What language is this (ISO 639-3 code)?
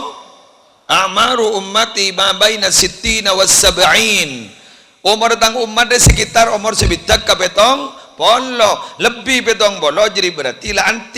mad